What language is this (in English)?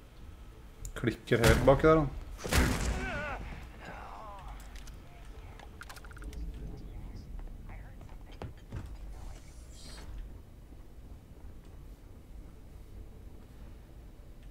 Norwegian